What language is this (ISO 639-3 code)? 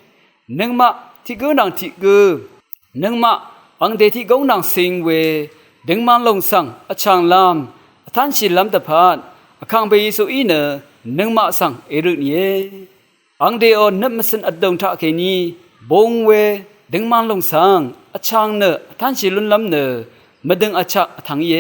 raw